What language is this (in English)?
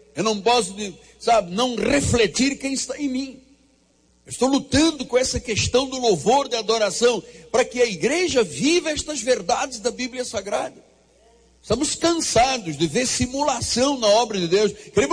Portuguese